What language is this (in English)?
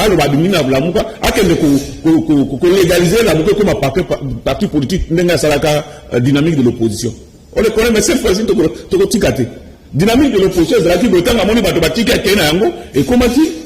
Lingala